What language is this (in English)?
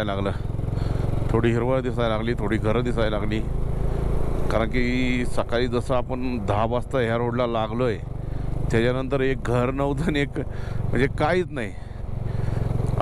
Marathi